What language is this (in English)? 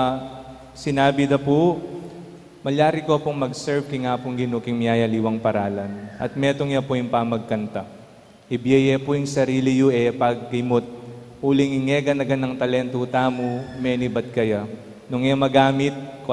Pampanga